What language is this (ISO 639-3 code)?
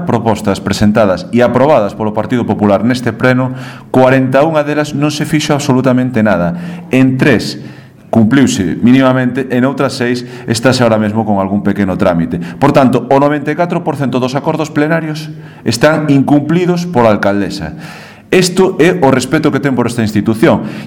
glg